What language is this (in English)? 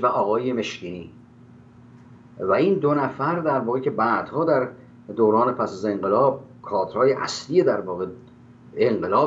Persian